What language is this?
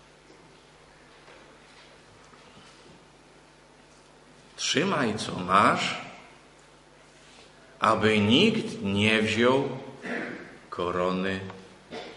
Polish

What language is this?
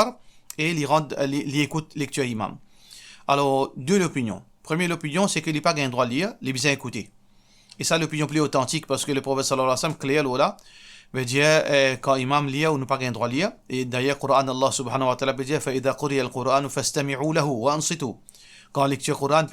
Morisyen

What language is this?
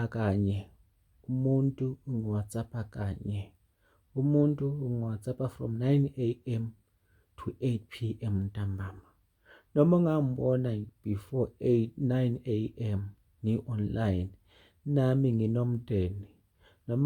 Zulu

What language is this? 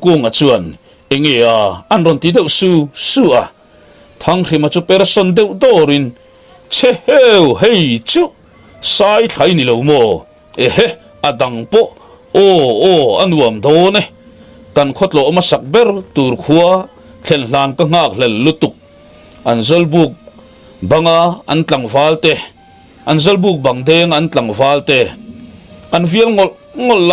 Mizo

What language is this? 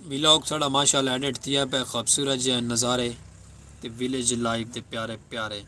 Saraiki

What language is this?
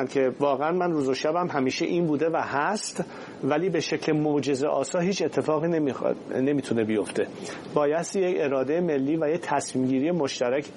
Persian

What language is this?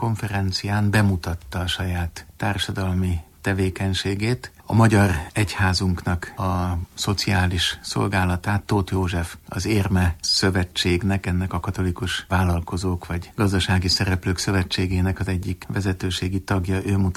Hungarian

